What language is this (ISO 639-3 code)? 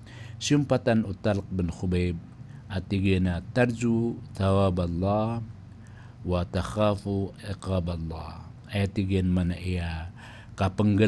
mrw